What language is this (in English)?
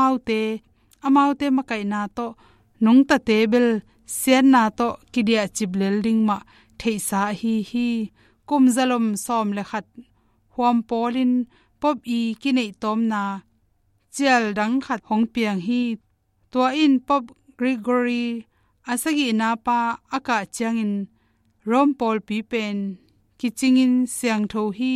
Tedim Chin